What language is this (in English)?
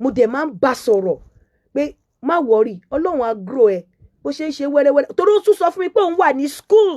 Yoruba